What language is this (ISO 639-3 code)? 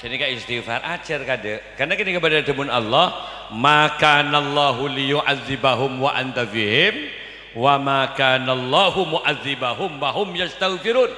mad